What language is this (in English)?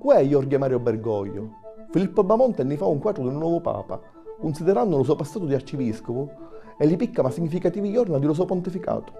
Sicilian